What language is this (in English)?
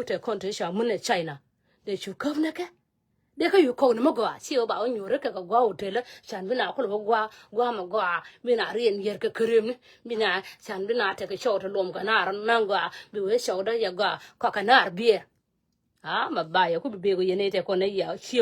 Nuer